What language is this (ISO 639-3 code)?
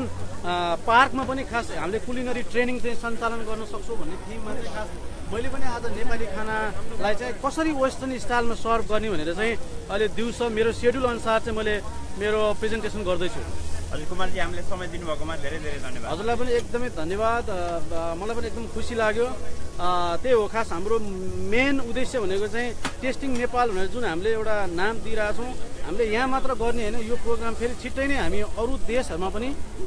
nep